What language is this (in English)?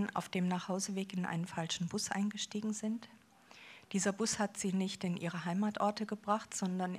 German